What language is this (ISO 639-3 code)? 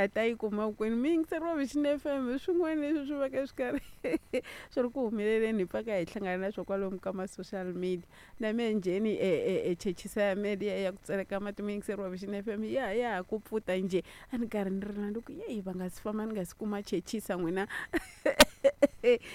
tso